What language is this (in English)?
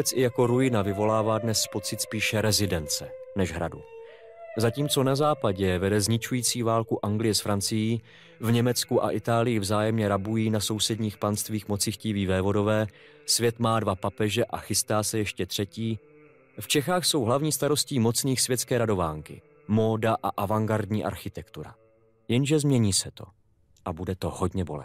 Czech